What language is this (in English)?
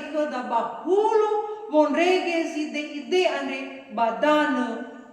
Nias